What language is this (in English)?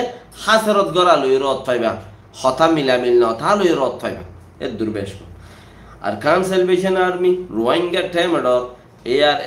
Rohingya